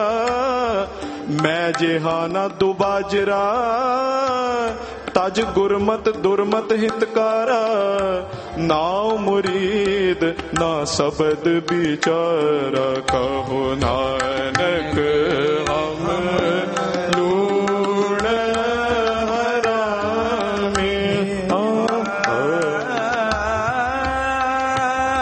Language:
Punjabi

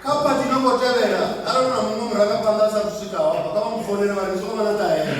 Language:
Venda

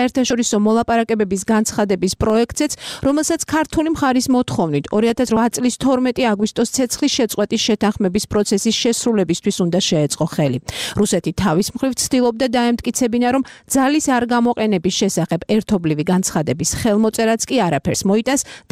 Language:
Georgian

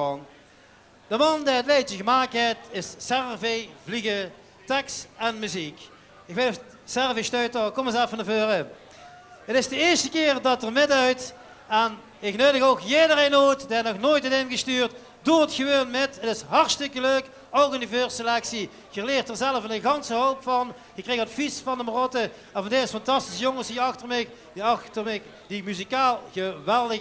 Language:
Limburgish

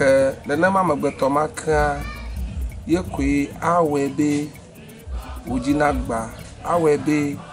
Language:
Ewe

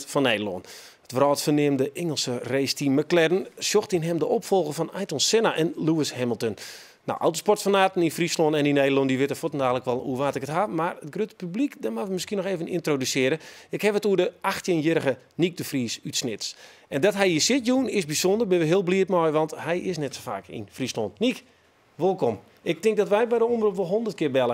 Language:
Western Frisian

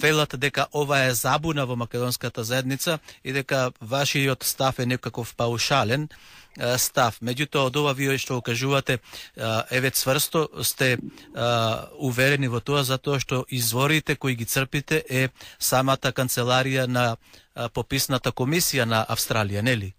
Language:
Macedonian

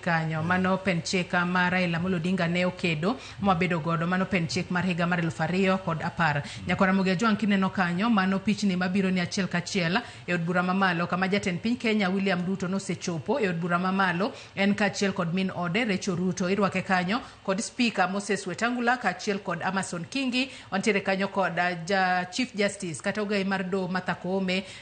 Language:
Luo (Kenya and Tanzania)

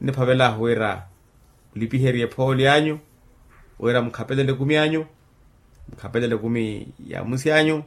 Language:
Makhuwa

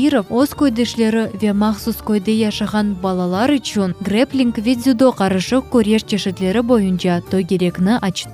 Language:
Crimean Tatar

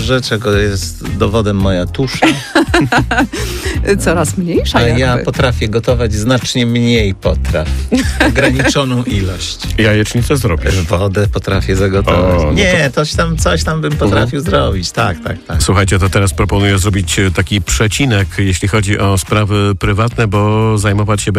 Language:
Polish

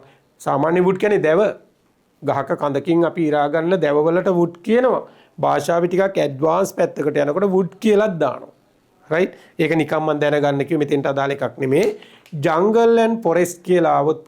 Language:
Sinhala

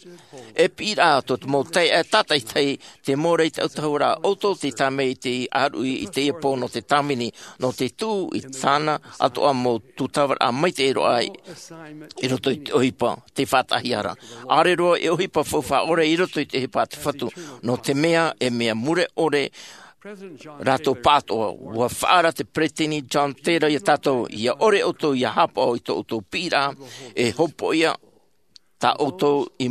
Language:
Tahitian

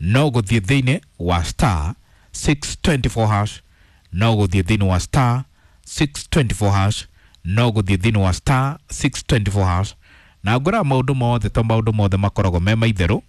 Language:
Kikuyu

